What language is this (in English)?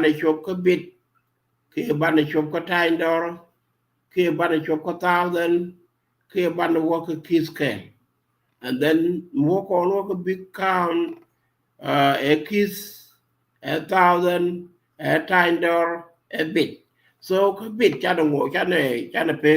Nuer